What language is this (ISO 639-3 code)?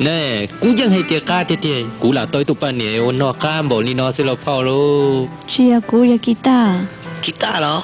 hmn